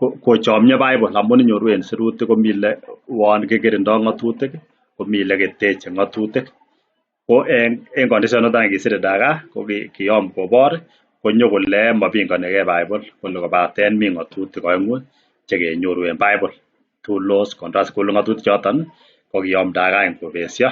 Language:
Kalenjin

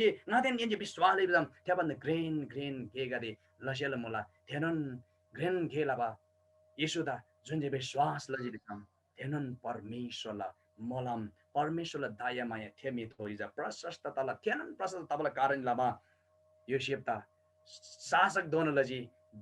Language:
Eastern Tamang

